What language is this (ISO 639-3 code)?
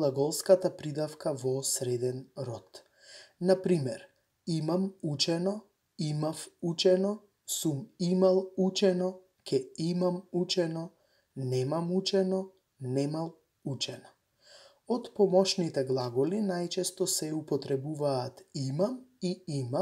mkd